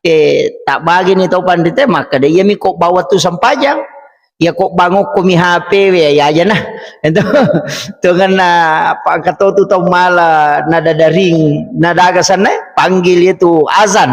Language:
Buginese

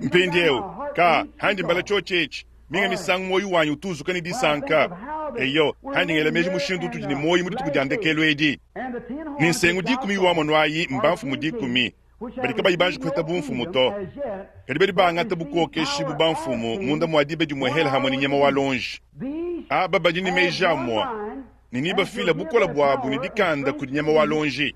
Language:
Luba-Lulua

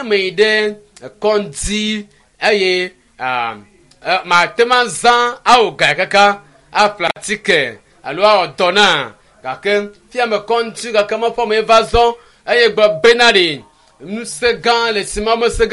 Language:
Ewe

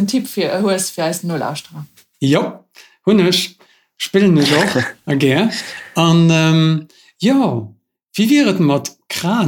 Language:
Luxembourgish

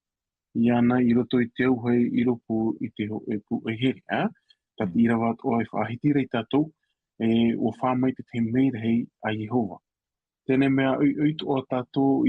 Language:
Tahitian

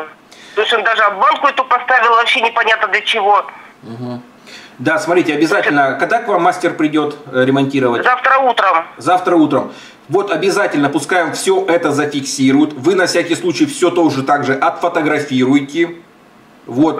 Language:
Russian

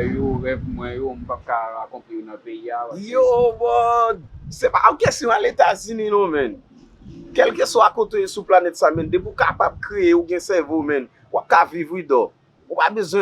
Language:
Haitian Creole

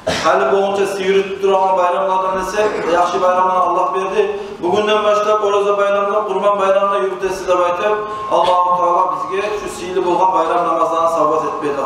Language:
Kumyk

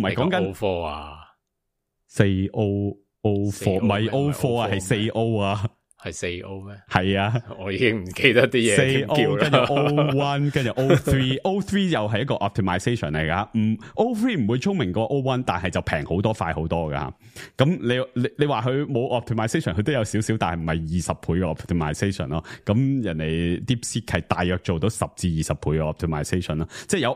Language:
Cantonese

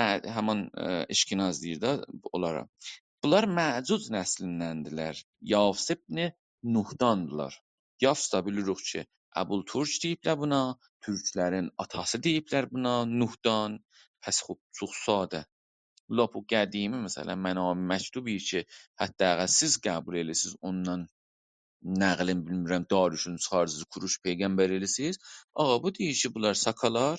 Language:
South Azerbaijani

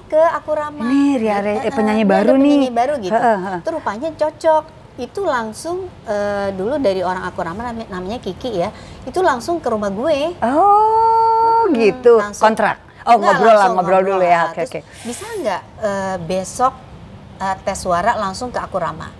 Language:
Indonesian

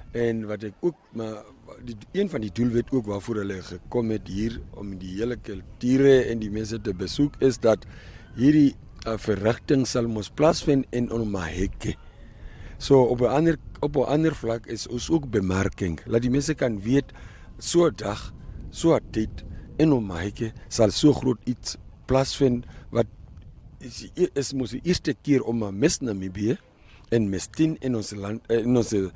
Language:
Afrikaans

